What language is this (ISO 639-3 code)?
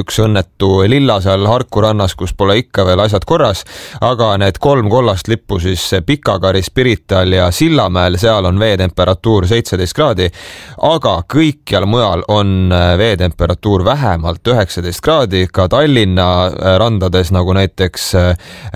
est